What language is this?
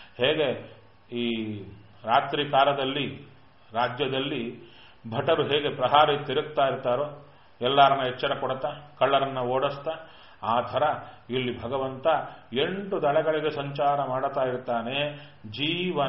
Kannada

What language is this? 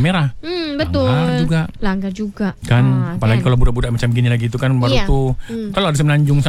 Malay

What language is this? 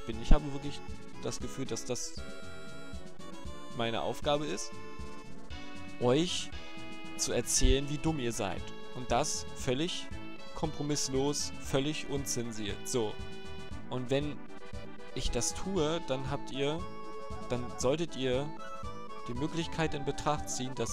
German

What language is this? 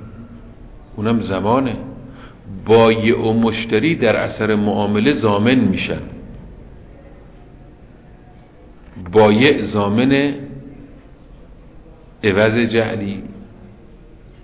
Persian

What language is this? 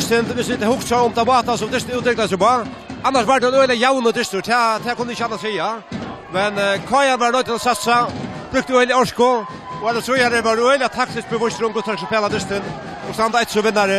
Faroese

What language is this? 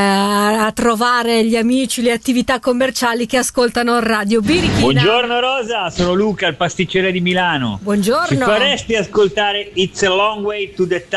Italian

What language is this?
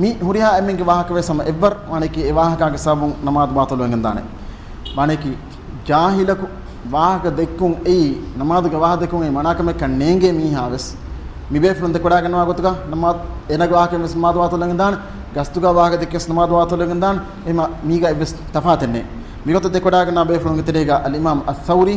Divehi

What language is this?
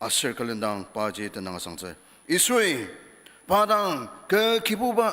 Ao Naga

